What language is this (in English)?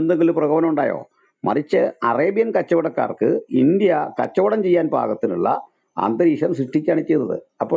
Malayalam